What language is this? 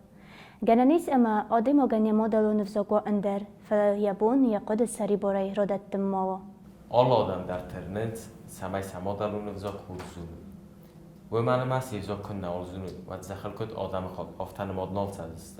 Ossetic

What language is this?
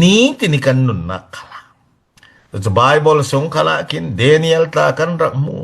Falam Chin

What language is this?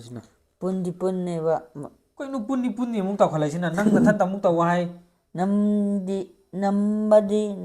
Manipuri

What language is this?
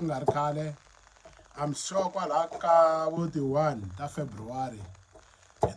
Tsonga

